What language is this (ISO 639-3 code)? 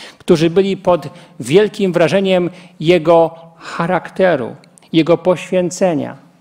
pol